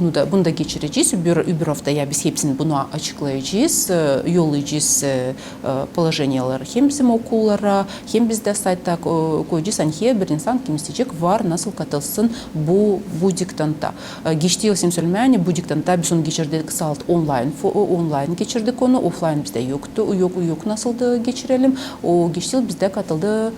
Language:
Gagauz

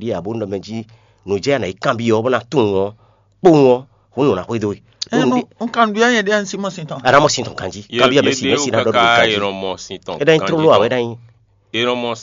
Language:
Fon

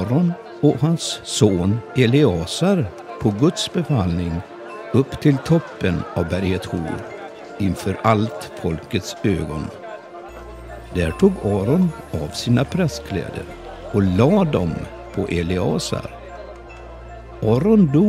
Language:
Swedish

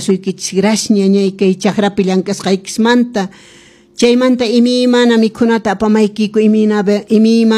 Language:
Quechua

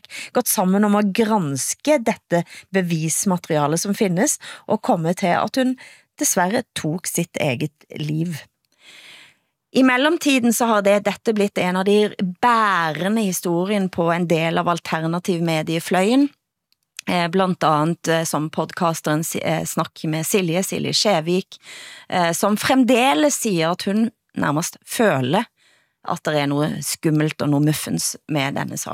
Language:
Norwegian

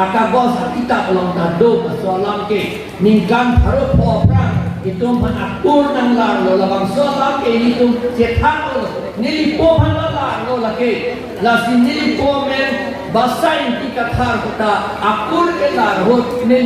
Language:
Karbi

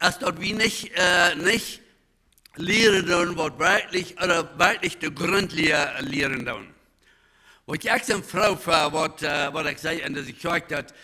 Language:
Plautdietsch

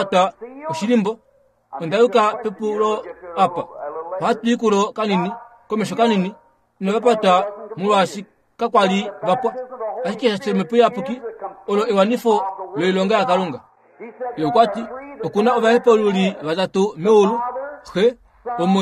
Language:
Kuanyama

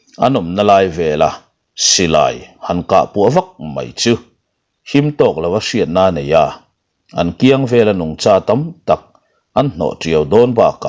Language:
Mizo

